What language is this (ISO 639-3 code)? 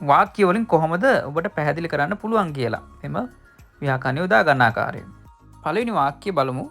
sin